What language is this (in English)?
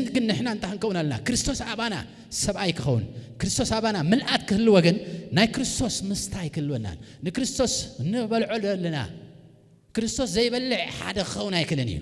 Tigrinya